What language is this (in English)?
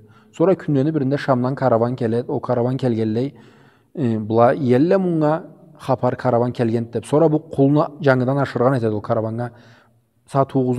Karachay-Balkar